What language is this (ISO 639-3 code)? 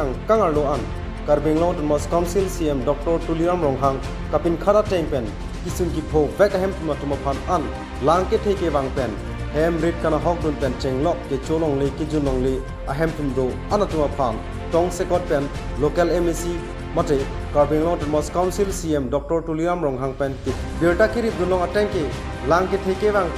mjw